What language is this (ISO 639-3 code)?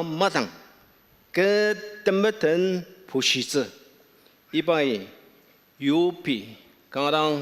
njo